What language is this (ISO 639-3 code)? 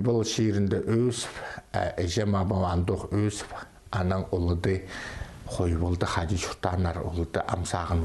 kjh